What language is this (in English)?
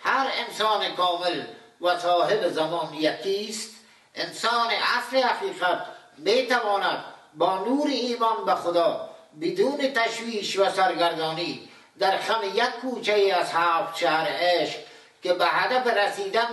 Persian